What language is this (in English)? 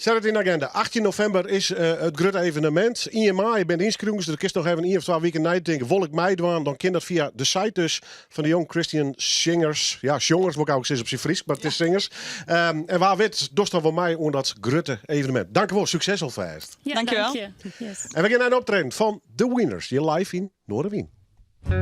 Western Frisian